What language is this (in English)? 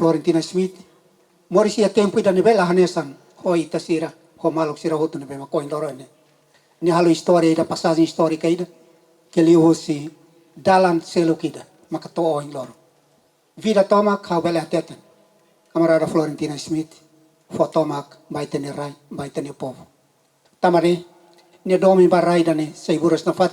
Tetum